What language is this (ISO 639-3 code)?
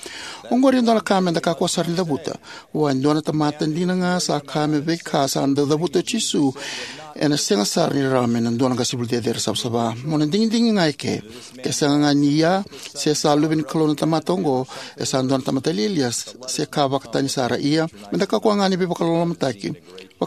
fij